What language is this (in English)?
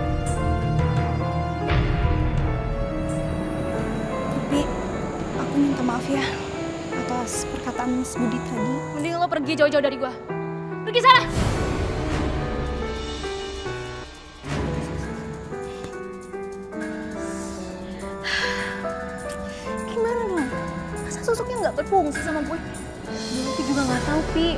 Indonesian